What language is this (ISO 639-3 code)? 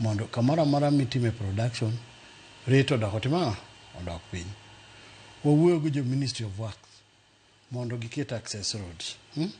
luo